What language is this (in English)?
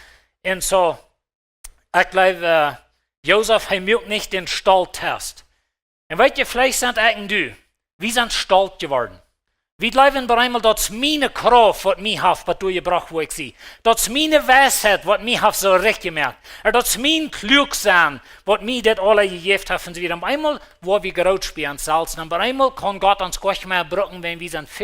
Plautdietsch